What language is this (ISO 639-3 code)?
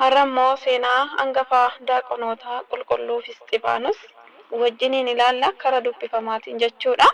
orm